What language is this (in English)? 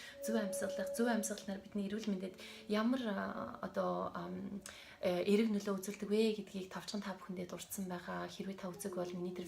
Mongolian